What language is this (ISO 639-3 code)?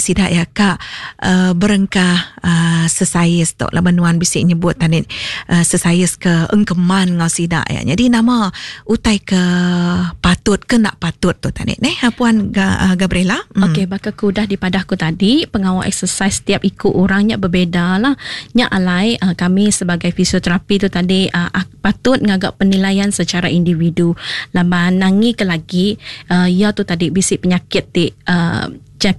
iba